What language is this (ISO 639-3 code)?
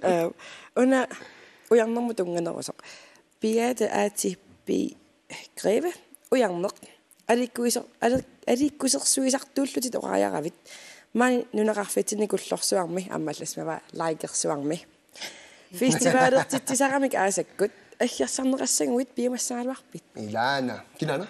kal